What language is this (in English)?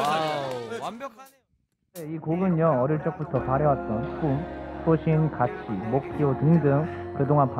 Korean